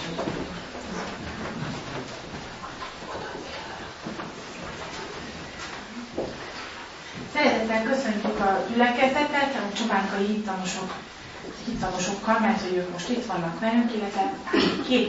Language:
Hungarian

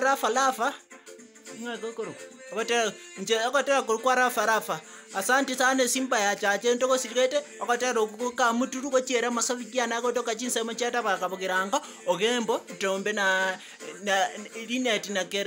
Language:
Gusii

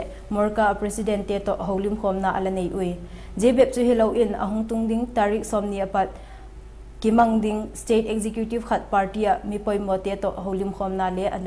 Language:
Vaiphei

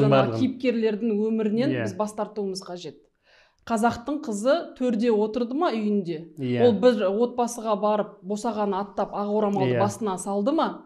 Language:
Kazakh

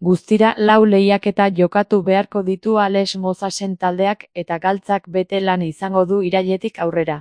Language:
Basque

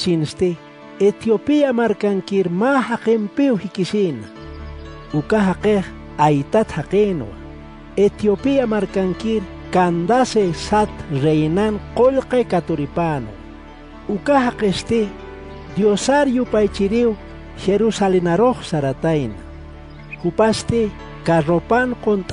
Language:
Aymara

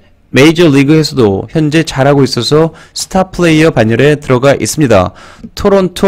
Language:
Korean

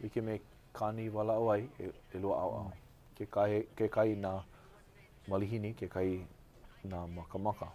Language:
Hawaiian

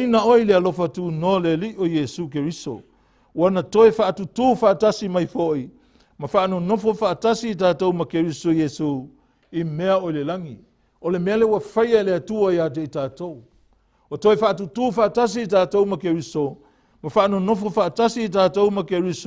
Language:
Samoan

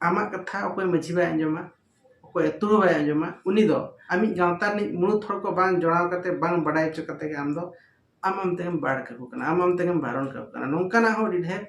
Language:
Santali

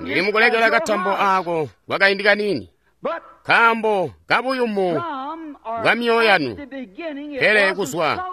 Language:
Tonga (Zambia)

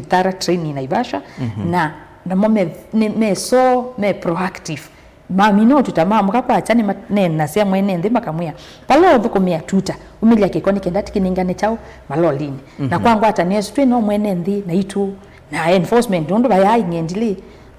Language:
Kamba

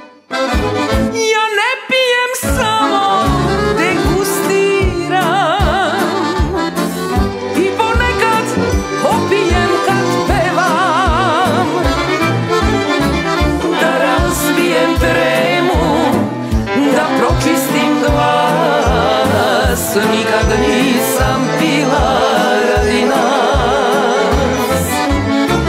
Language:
Serbian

